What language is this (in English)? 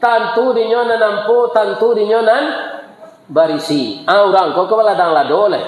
Minangkabau